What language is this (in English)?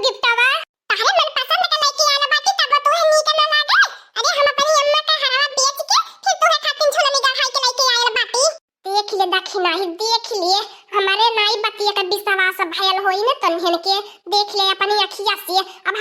Awadhi